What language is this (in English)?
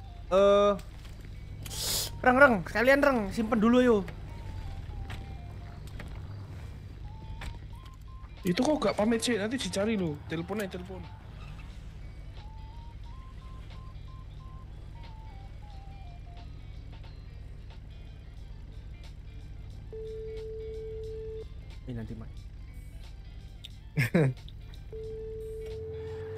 Indonesian